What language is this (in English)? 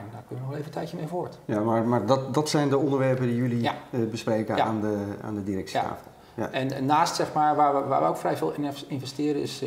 Dutch